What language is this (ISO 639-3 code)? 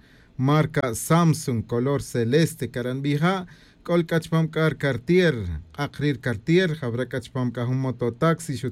tzj